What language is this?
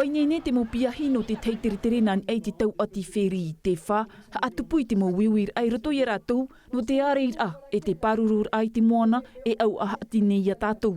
Tahitian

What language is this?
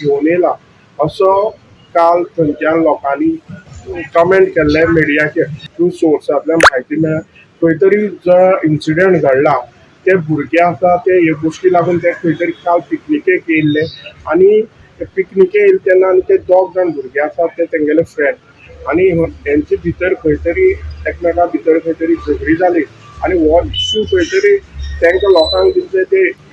Konkani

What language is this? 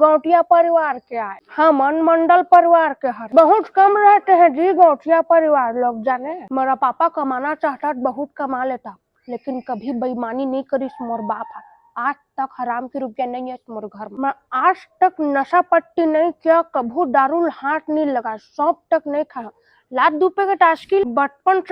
Chhattisgarhi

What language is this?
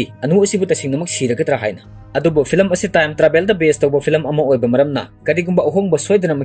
Manipuri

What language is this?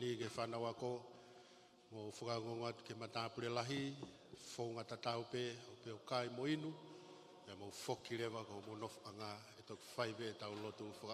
Tongan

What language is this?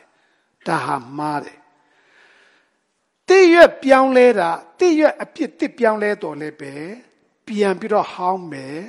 Burmese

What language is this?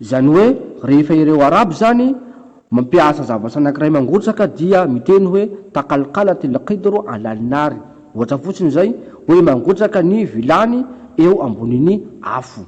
Malagasy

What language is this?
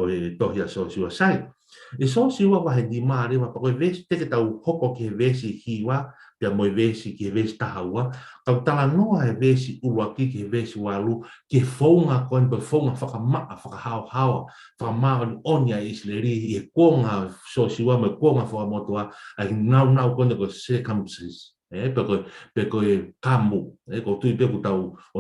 Tongan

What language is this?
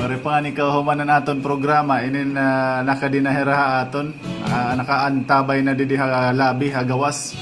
Waray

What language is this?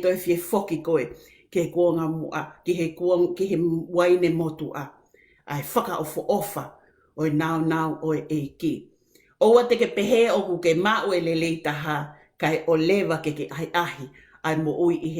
Tongan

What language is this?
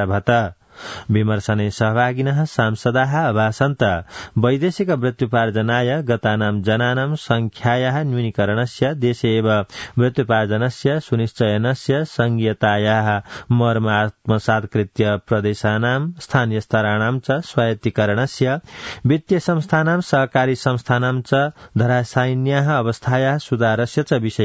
Sanskrit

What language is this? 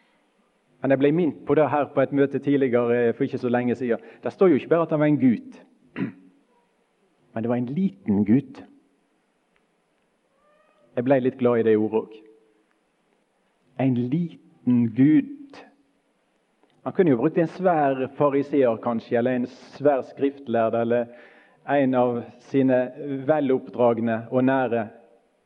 Norwegian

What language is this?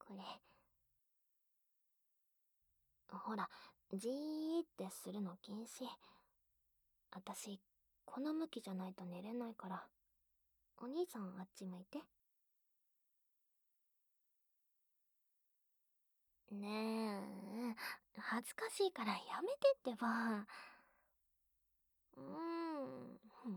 Japanese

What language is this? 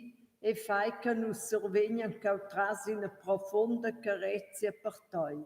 Romansh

